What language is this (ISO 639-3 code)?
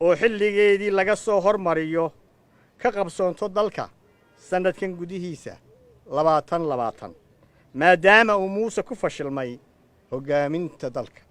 som